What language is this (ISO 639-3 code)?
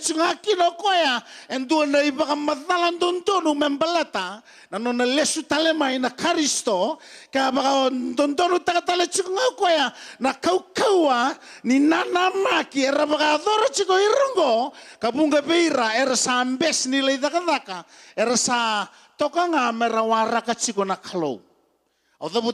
fij